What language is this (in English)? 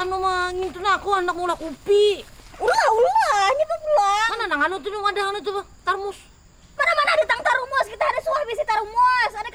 Banjar